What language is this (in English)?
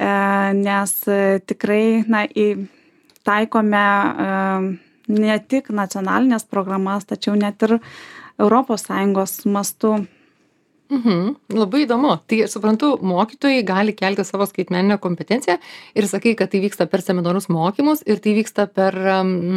Lithuanian